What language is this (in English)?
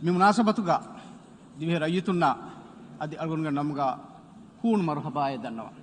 Divehi